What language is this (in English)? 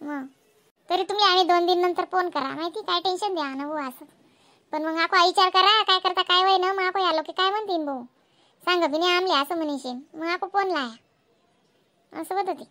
Khandesi